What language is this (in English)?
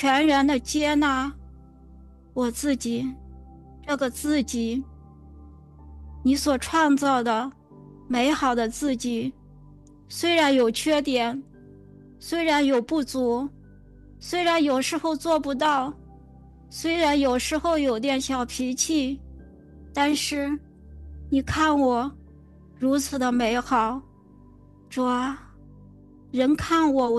Chinese